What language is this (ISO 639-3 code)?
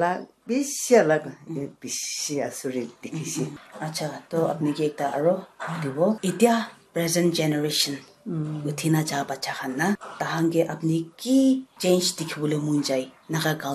nag